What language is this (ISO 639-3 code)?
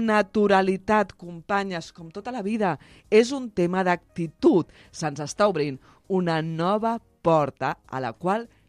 cat